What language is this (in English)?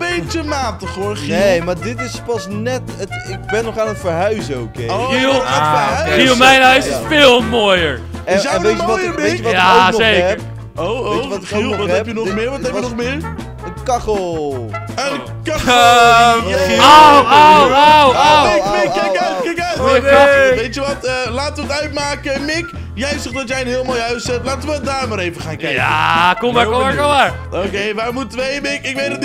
Dutch